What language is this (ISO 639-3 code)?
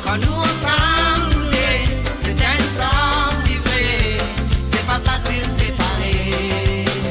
mfe